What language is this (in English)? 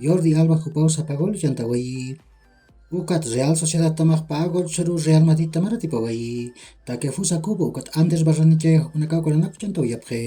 Aymara